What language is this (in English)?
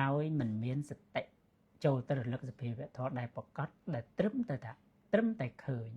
Khmer